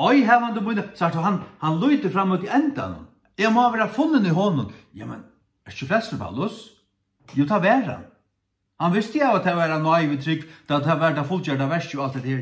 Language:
Faroese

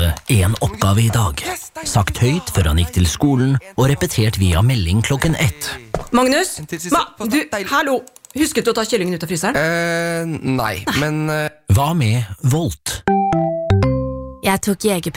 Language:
Norwegian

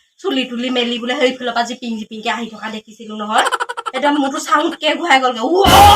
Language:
Assamese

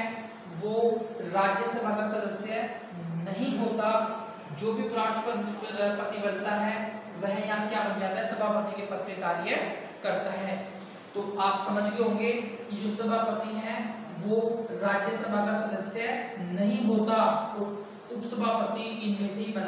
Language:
Hindi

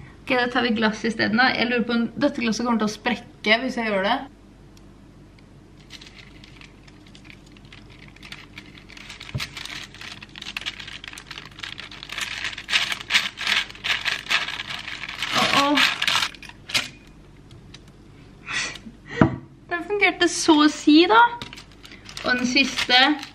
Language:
Norwegian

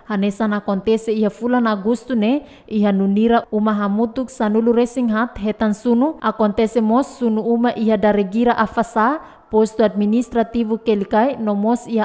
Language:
Tetum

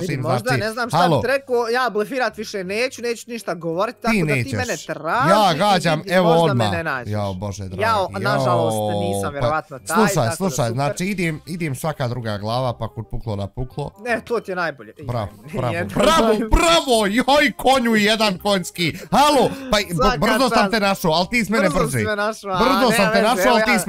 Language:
Bosnian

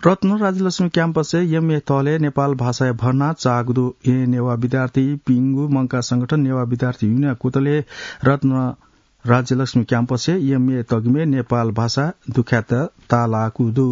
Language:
Newari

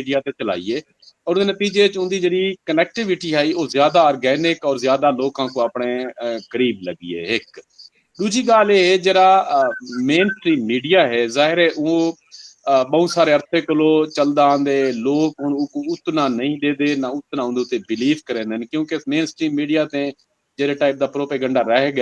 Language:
Saraiki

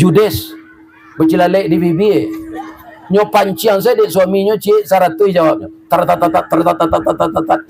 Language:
Minangkabau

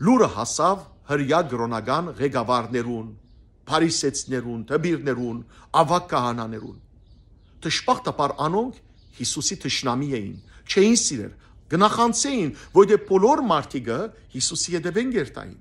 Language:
Western Armenian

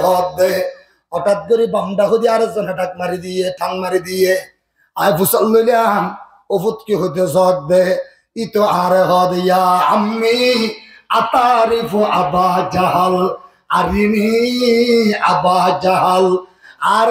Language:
Rohingya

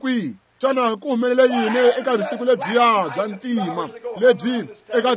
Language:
Tsonga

